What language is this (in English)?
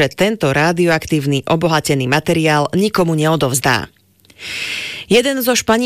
Slovak